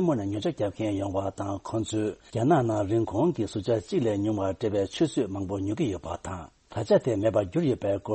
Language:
Tibetan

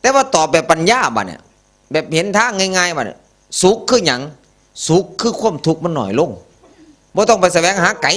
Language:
Northeastern Thai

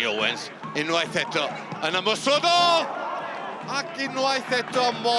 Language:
Welsh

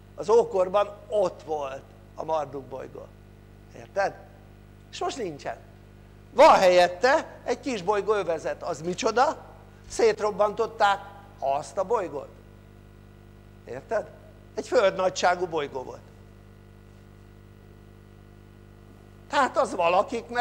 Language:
Hungarian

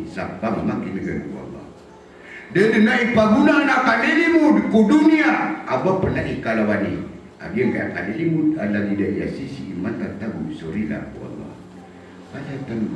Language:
Maranao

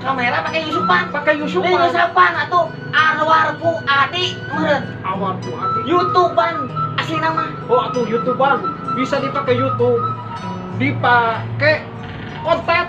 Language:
Sundanese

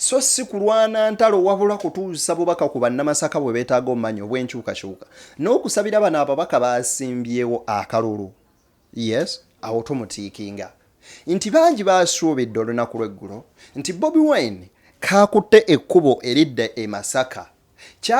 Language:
Ganda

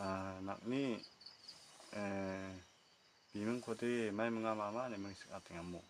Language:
Garo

